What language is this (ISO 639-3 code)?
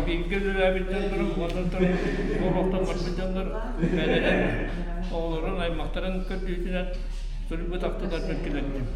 sah